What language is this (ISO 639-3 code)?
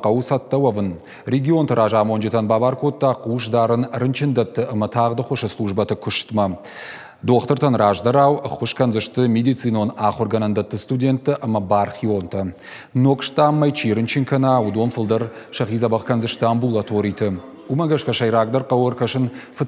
oss